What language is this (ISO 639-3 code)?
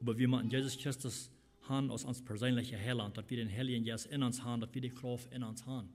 pdt